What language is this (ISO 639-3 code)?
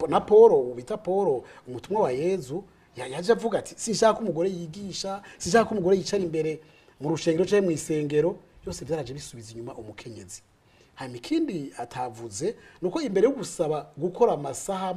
run